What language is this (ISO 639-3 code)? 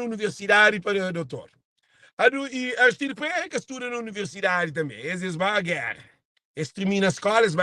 kea